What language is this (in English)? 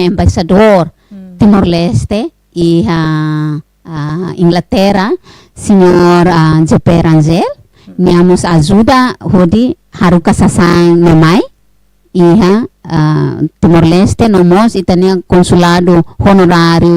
Tetum